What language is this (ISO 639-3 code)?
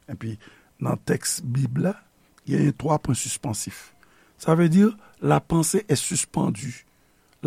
hat